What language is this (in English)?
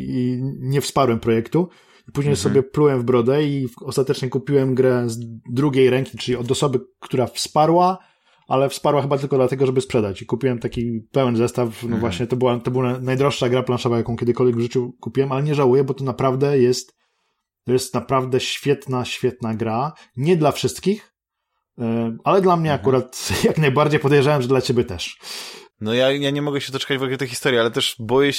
Polish